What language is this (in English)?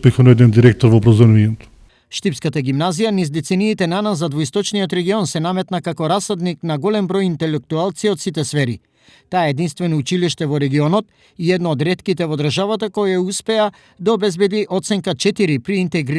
Macedonian